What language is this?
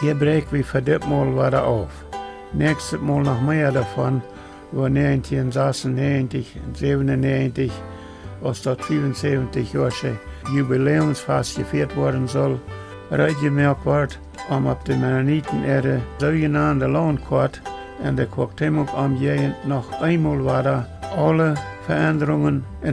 Plautdietsch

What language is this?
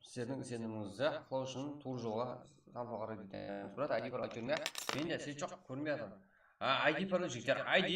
Kara-Kalpak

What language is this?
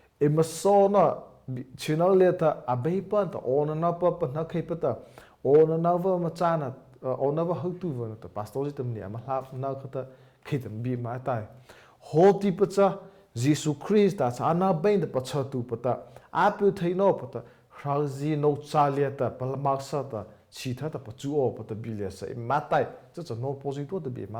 Mara Chin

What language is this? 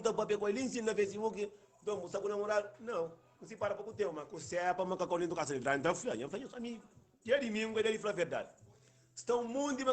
Kabuverdianu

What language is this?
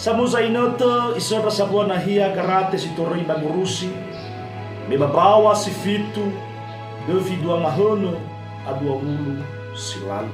Nias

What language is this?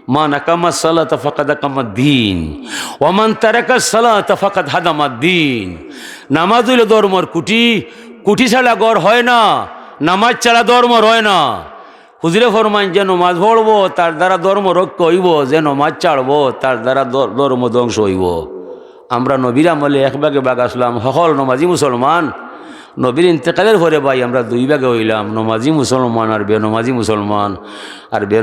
Sylheti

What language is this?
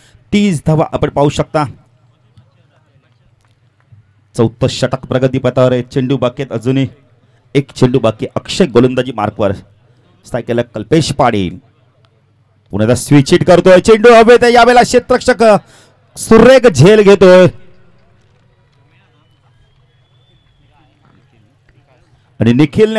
Marathi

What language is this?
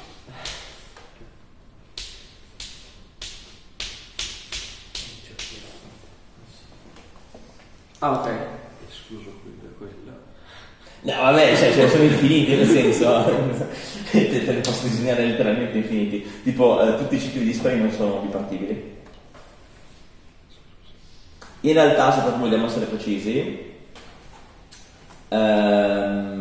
Italian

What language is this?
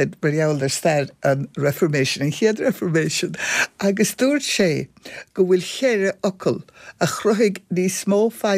Irish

